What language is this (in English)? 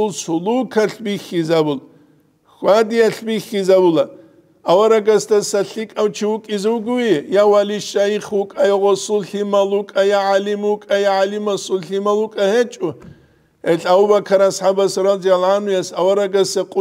Avaric